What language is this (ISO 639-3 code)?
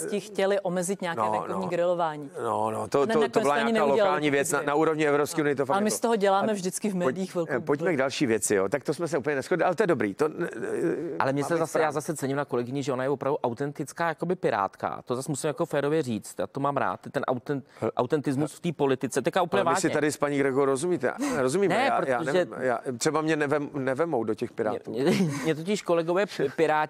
ces